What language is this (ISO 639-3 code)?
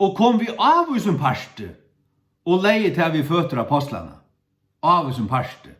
fao